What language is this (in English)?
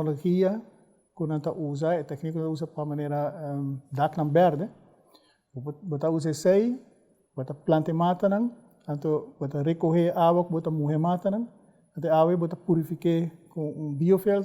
Papiamento